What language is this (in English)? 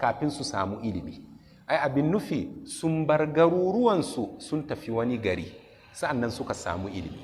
Hausa